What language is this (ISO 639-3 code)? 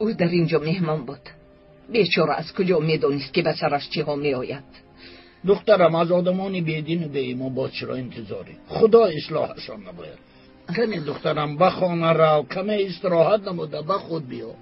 tgk